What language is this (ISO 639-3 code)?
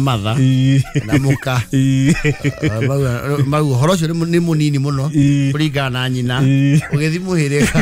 kik